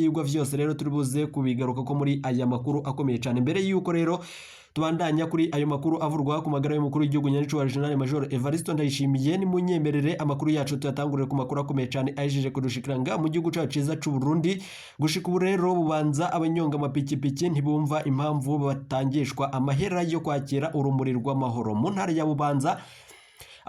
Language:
Rundi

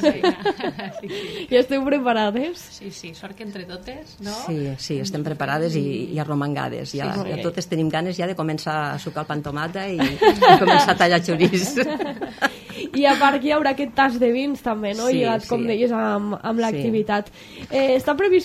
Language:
Catalan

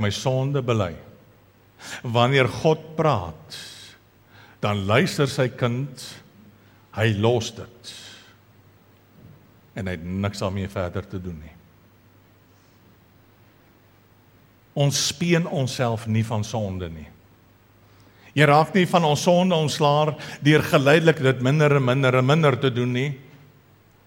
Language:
Afrikaans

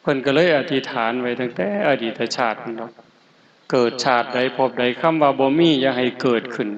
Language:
Northeastern Thai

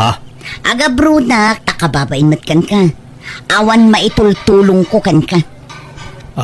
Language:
Iloko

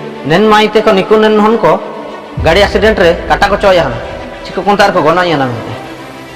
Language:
Ho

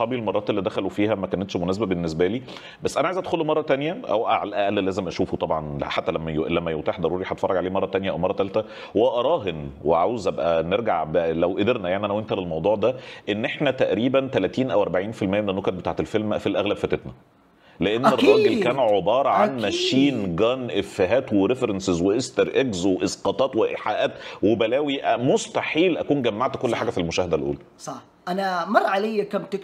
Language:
Egyptian Arabic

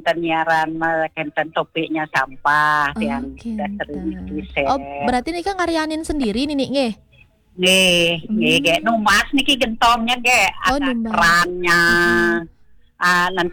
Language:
Balinese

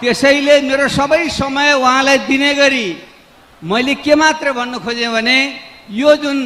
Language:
Nepali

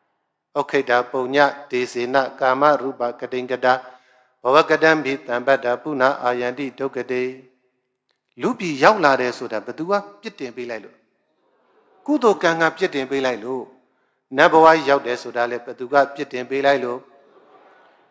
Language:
Burmese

